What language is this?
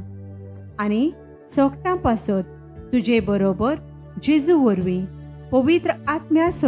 Konkani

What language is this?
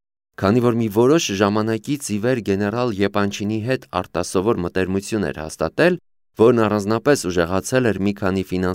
Armenian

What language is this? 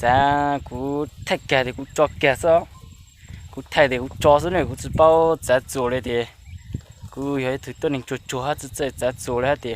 Hmong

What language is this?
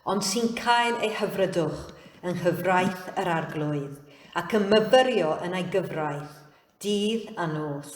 Welsh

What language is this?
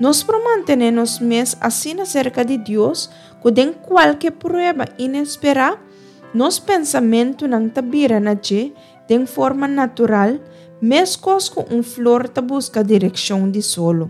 Papiamento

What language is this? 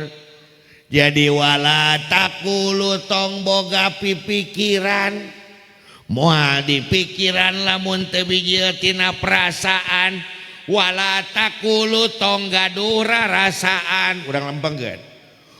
Sundanese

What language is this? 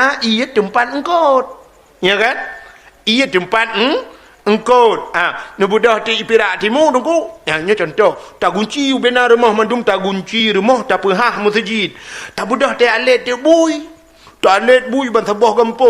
Achinese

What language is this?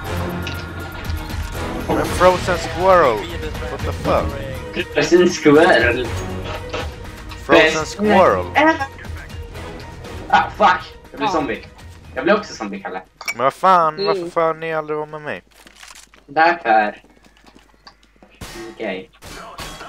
Swedish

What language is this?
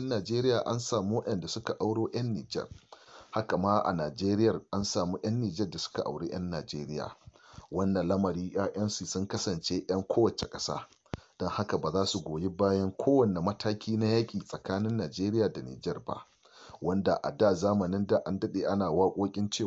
Hausa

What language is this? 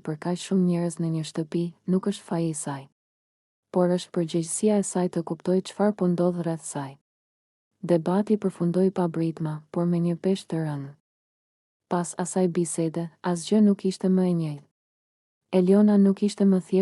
Albanian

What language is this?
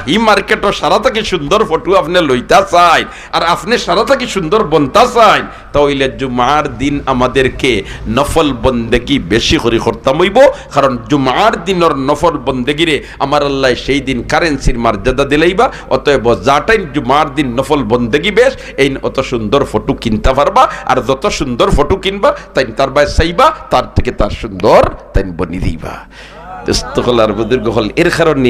Sylheti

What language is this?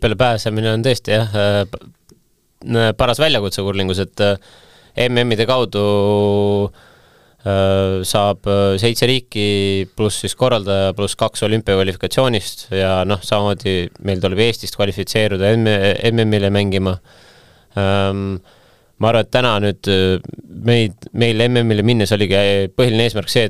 Estonian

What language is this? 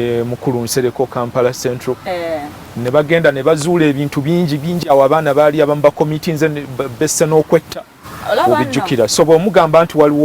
Ganda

